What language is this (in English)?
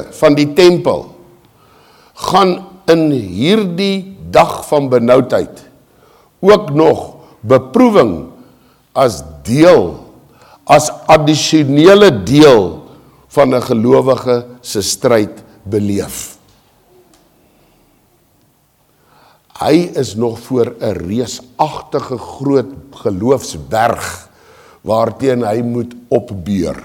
Afrikaans